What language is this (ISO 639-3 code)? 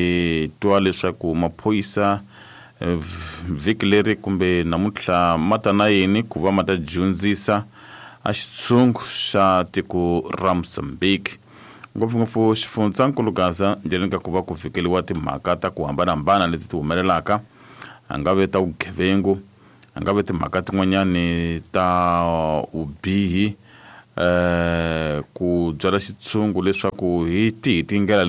tso